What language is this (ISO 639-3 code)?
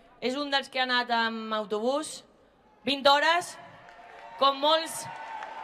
cat